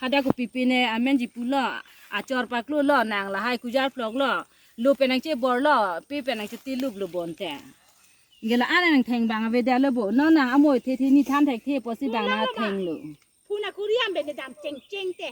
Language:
Karbi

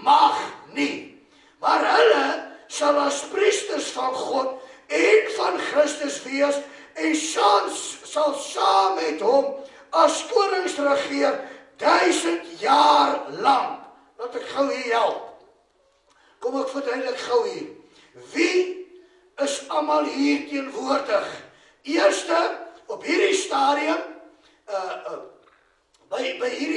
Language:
Afrikaans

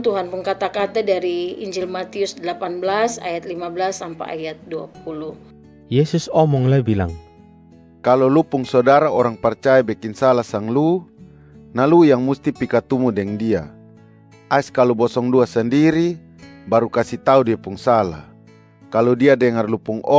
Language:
Kupang Malay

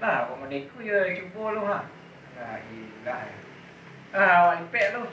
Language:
Minangkabau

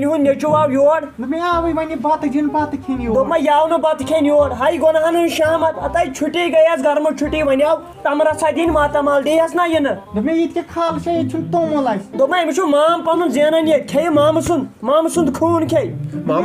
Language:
Kashmiri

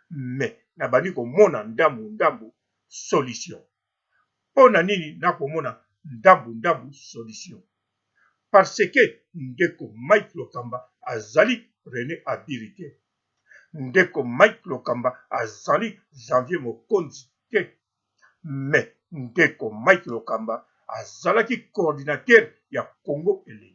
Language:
Lingala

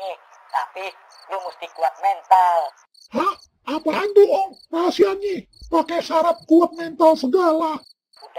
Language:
Betawi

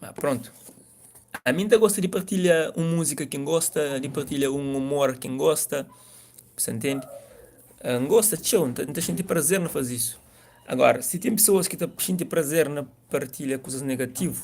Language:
Kabuverdianu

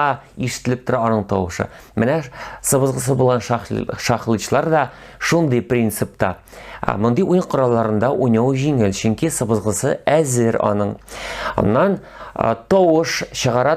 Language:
Tatar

